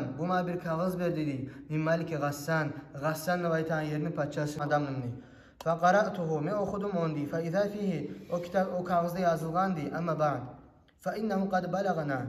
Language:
Kumyk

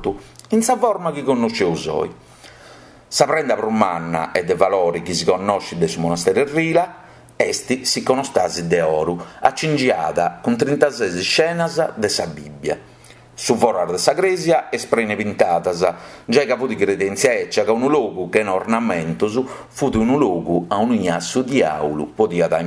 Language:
Sardinian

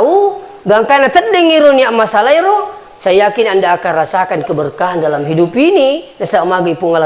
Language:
Buginese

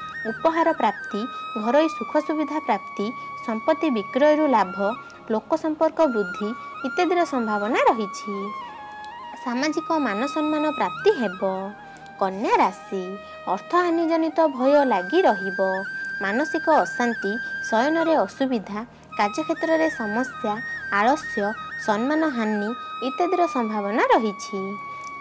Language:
Odia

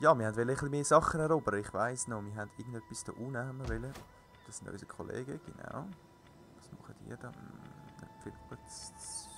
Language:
Swiss German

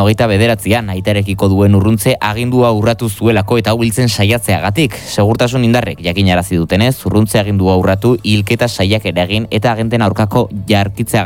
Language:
Basque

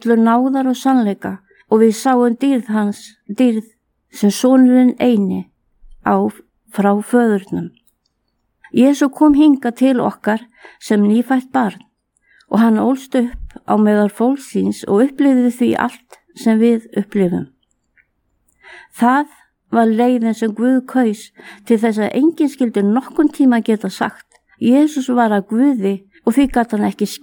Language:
Icelandic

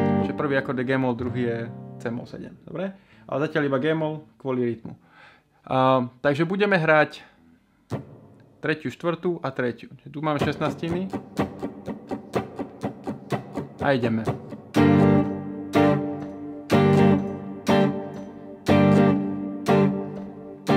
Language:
Slovak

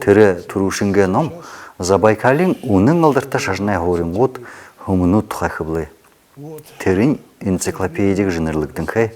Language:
Buriat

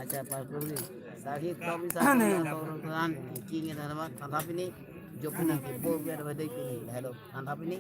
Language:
Karbi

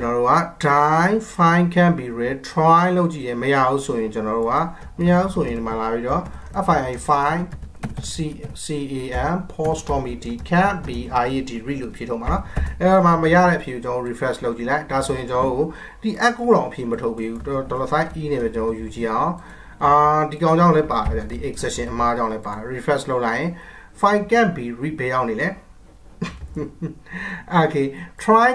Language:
Burmese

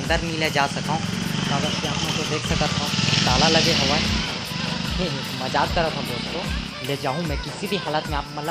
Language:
Chhattisgarhi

